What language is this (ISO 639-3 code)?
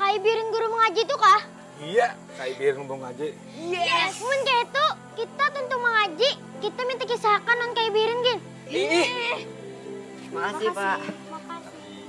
bjn